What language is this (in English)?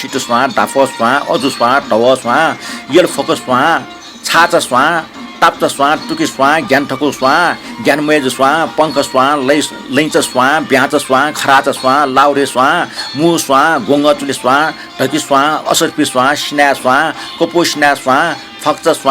Newari